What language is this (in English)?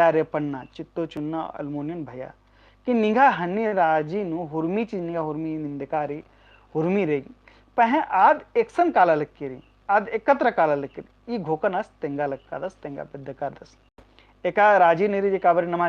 Kurukh